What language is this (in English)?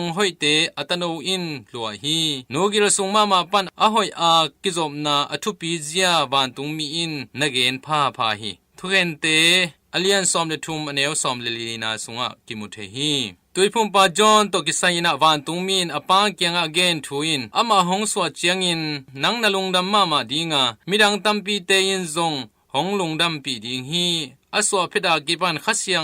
Tedim Chin